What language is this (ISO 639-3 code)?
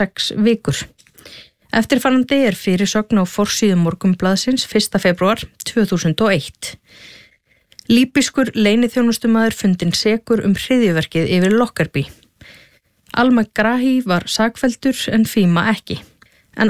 isl